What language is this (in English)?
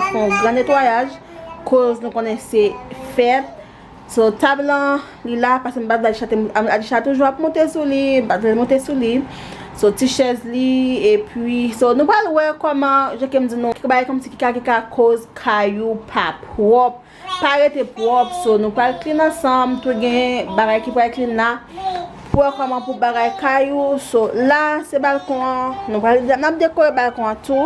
Haitian Creole